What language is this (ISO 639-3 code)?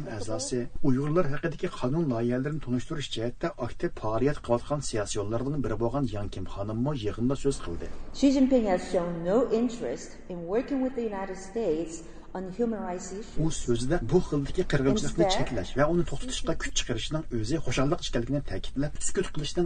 uig